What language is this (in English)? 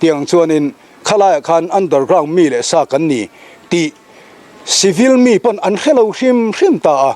Mizo